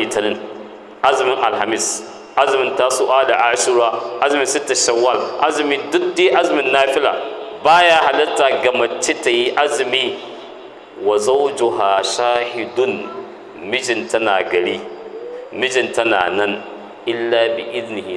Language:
Hausa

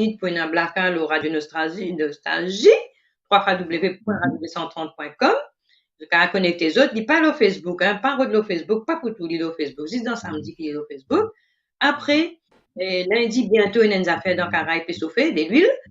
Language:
Morisyen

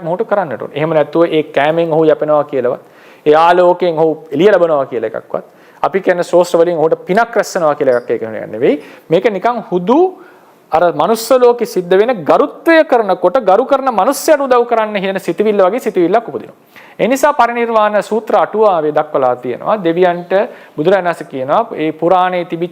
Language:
Sinhala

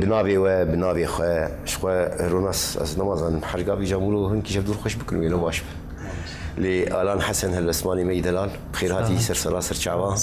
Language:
Kurdish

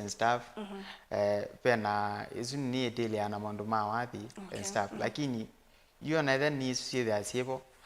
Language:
Kamba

